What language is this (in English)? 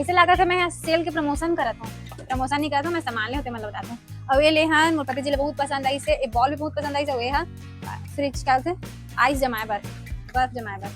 Chhattisgarhi